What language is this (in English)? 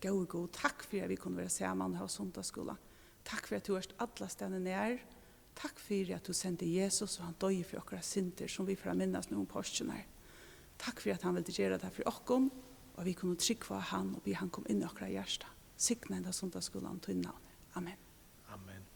Faroese